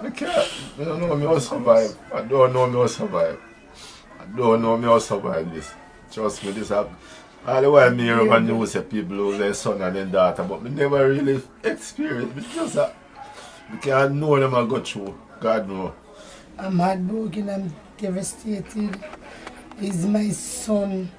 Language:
Jamaican Creole English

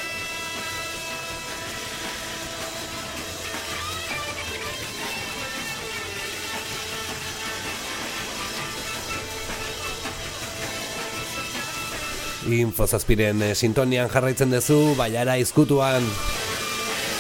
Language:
Basque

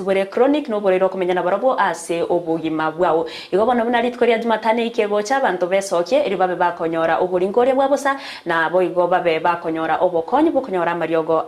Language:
Gusii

